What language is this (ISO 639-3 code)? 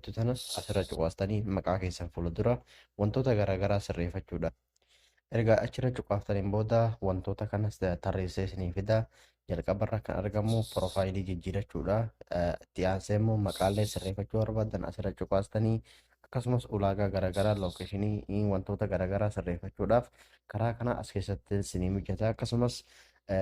orm